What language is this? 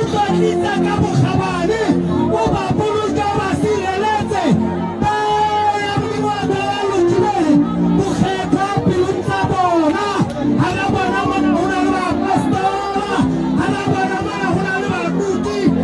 Southern Sotho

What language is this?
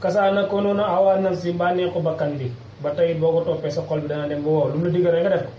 Wolof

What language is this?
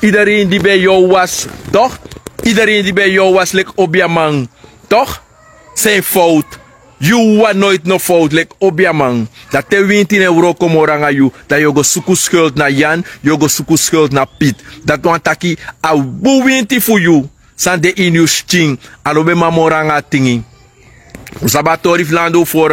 Sranan Tongo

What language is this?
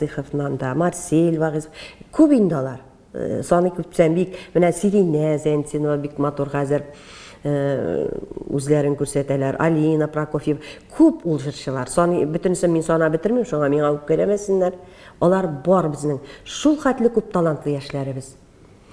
Tatar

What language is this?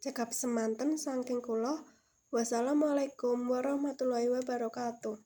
Javanese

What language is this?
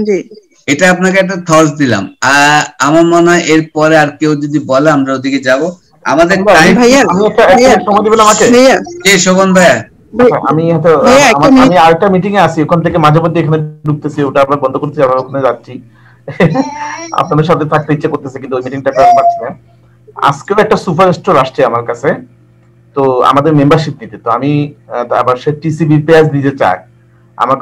Bangla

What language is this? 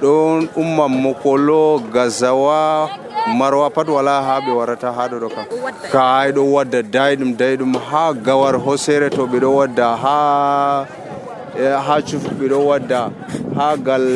Nigerian Fulfulde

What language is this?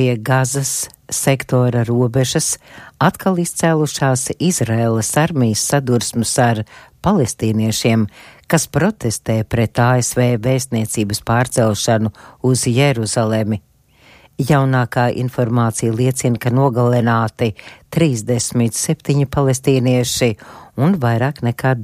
Latvian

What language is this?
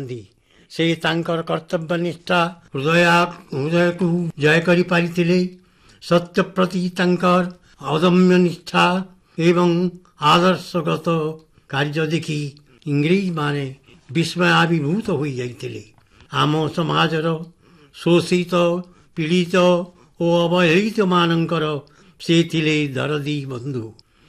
Odia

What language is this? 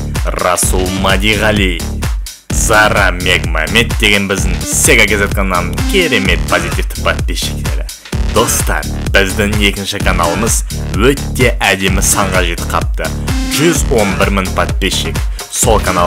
Kazakh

